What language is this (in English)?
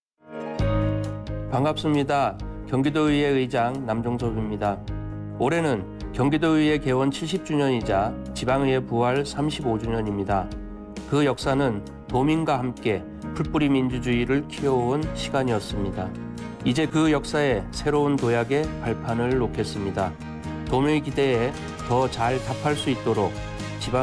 Korean